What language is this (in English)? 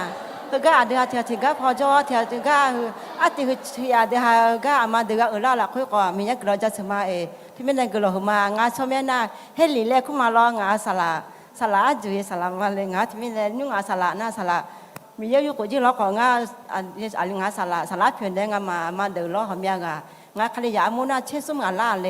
Akha